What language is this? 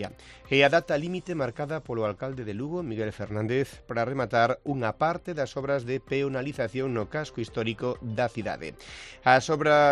Galician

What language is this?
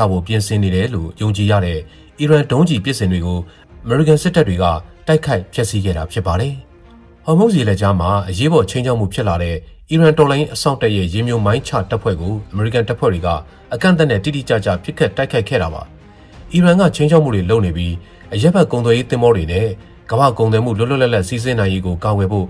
Burmese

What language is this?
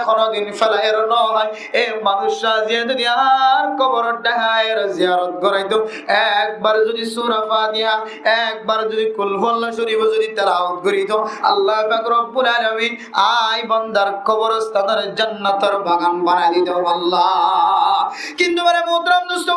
Rohingya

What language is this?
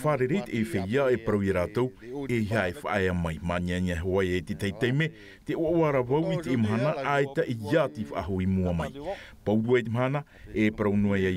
Tahitian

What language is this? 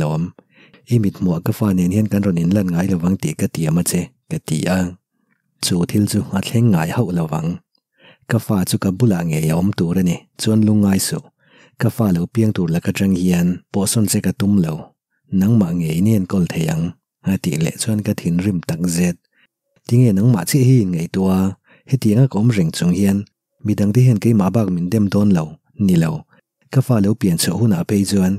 Mizo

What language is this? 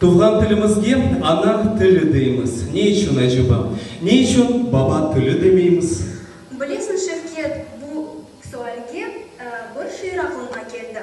Crimean Tatar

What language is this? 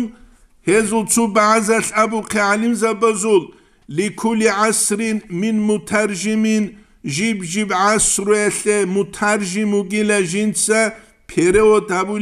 Avaric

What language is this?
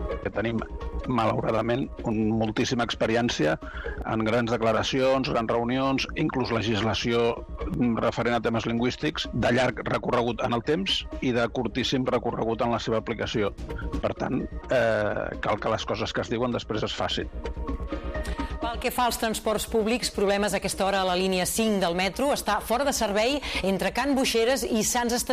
Catalan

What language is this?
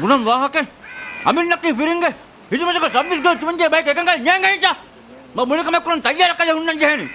Divehi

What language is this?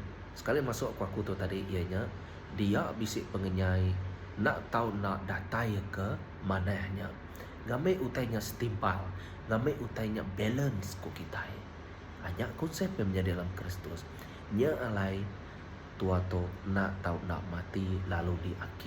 Iban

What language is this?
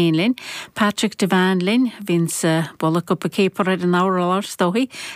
Irish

